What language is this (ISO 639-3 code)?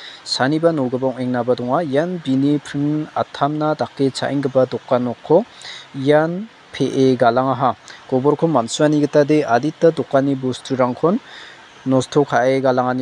grt